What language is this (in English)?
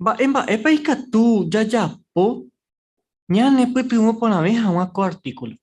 Guarani